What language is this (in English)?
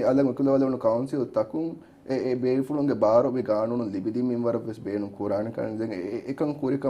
Divehi